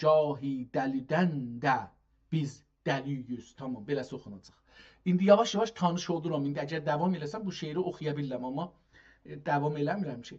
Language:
South Azerbaijani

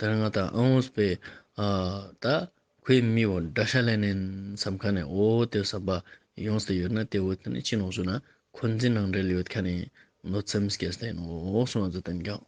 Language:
Ladakhi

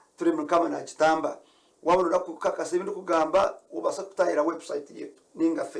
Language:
Nyankole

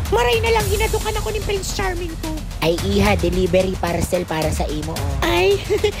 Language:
Bikol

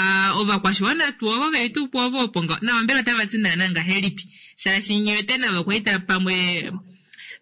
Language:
Kuanyama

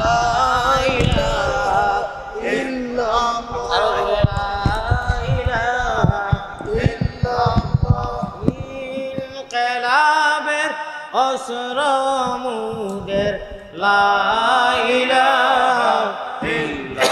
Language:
Sylheti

